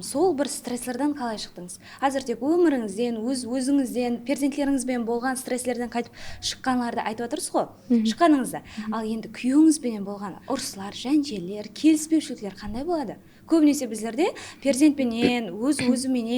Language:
Kara-Kalpak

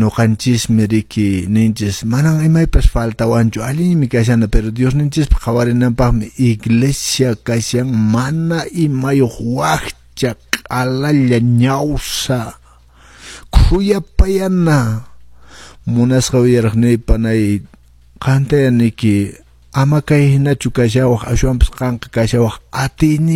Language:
Quechua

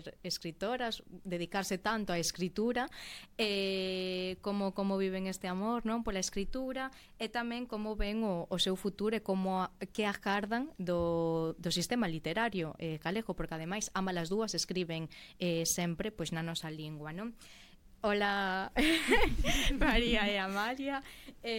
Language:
Galician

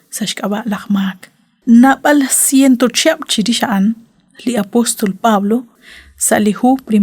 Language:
Kekchí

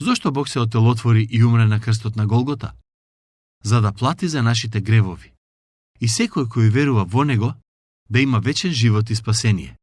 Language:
Macedonian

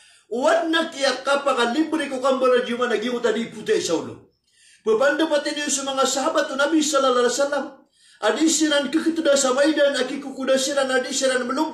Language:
Maranao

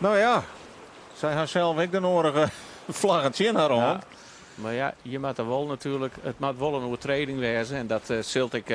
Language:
Western Frisian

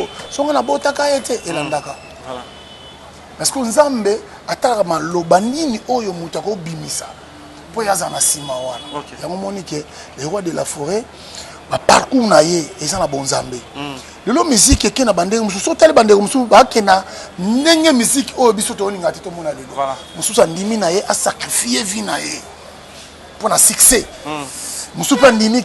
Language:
Lingala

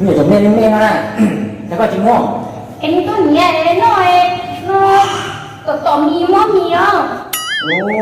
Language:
Hmong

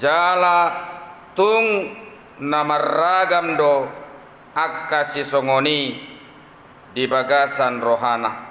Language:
Batak Toba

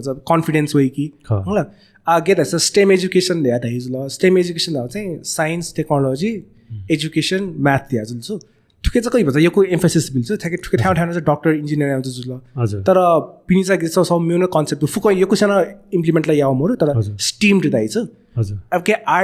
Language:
Newari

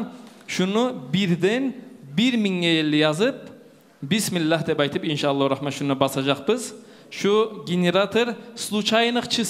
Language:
Kumyk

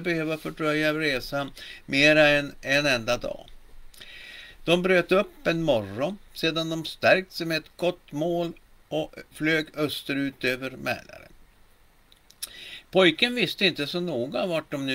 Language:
Swedish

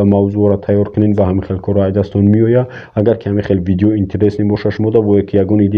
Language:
Tajik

